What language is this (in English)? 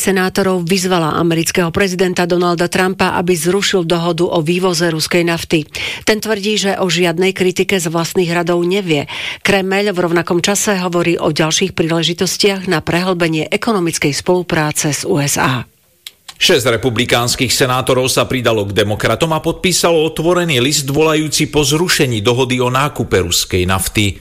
Slovak